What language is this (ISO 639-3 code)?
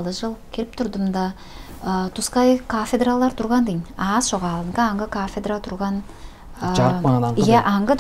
tyv